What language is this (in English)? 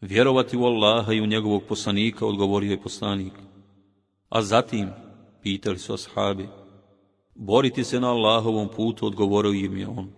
Bosnian